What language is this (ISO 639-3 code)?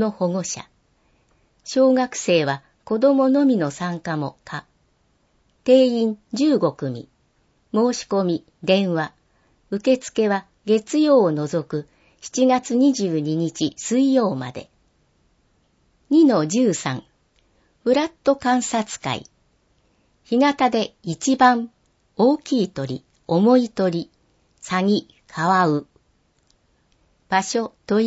jpn